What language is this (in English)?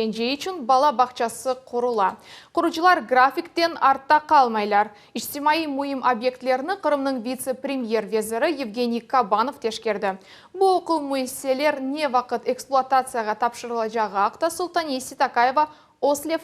Crimean Tatar